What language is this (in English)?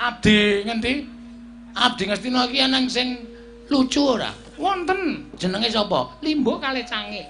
Javanese